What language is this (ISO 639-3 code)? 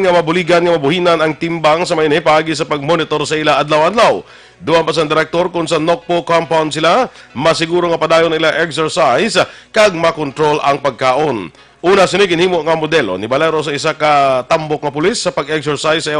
hil